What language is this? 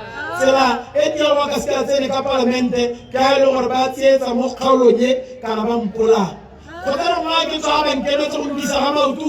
Tswana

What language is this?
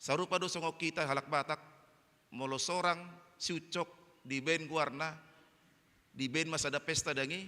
Batak Toba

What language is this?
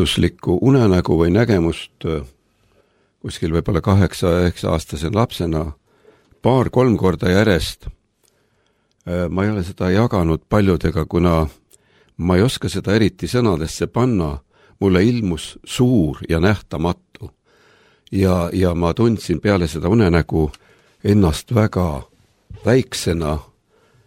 Estonian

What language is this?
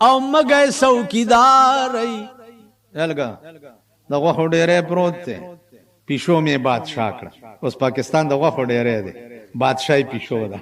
Pashto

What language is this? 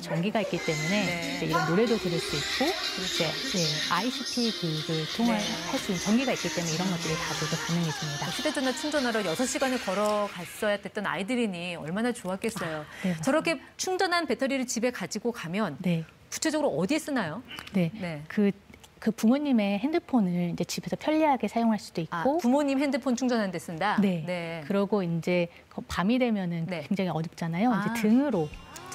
Korean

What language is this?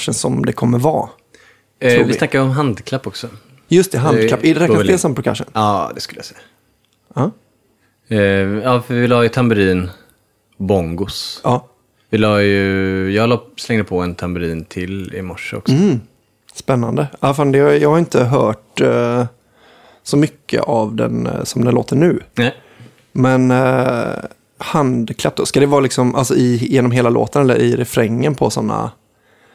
Swedish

